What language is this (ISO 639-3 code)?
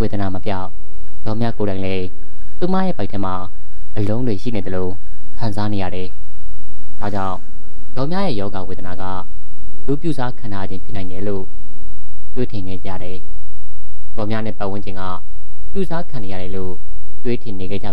mya